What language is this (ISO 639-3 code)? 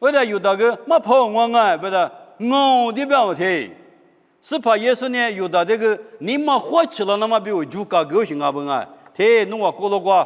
lis